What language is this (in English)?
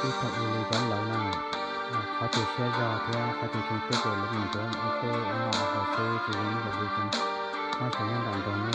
Hmong